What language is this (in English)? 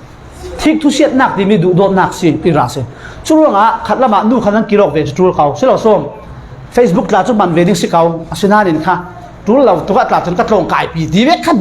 Falam Chin